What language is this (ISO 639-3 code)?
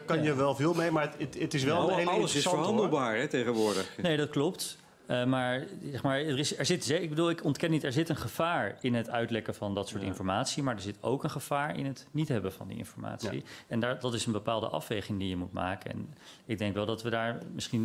nld